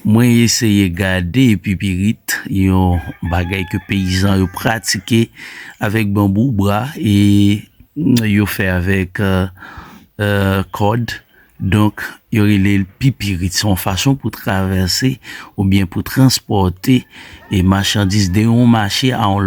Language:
Haitian Creole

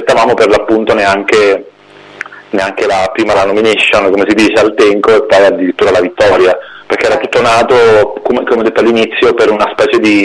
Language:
Italian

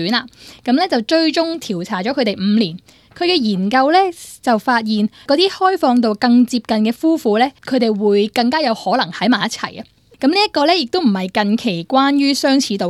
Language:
Cantonese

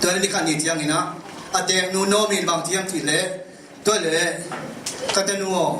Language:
Tedim Chin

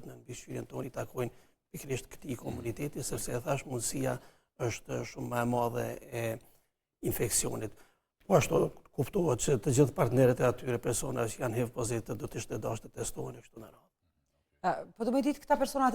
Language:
Albanian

